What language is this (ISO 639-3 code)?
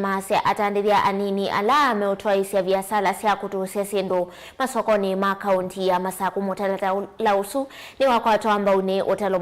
kam